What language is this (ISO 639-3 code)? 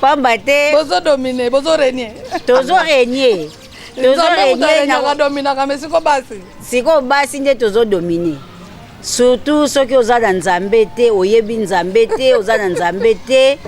lin